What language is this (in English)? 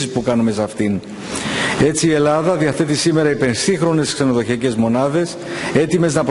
Greek